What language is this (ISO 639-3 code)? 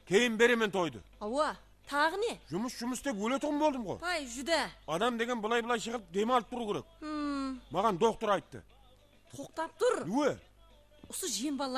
kaa